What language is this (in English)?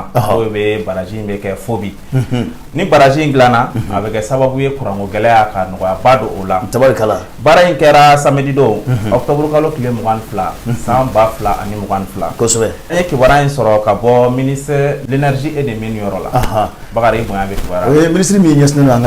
Bambara